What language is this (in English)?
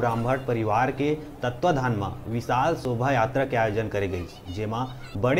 Chhattisgarhi